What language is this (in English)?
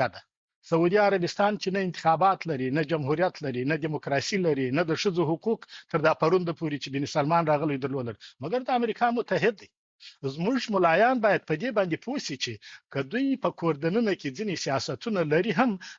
Pashto